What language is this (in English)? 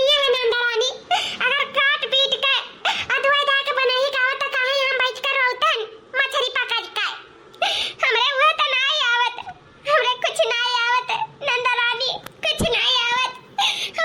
Awadhi